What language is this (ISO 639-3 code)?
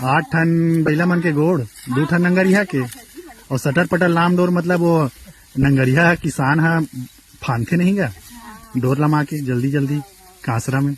hne